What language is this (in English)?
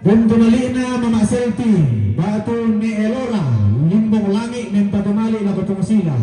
Toraja-Sa'dan